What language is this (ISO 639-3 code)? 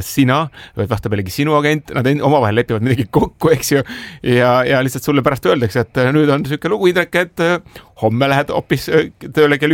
est